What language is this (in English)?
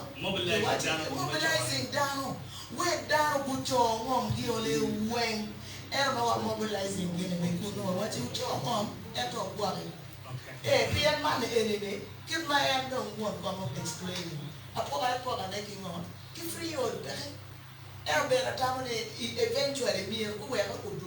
Acoli